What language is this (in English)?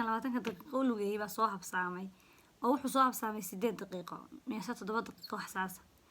Somali